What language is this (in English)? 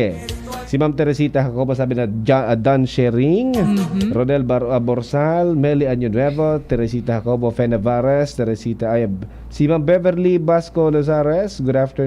Bikol